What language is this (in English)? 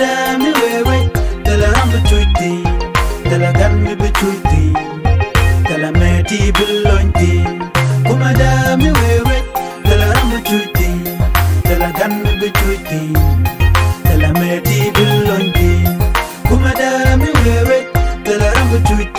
Nuer